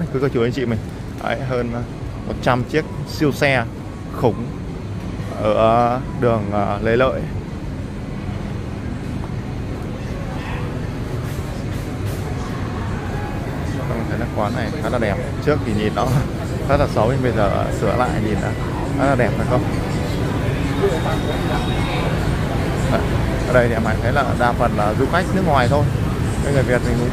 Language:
Vietnamese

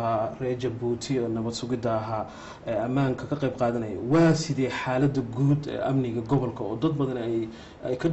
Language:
Somali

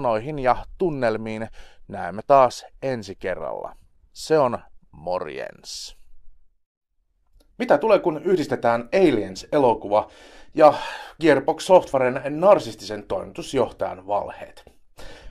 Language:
Finnish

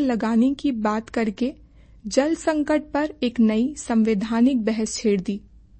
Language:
Hindi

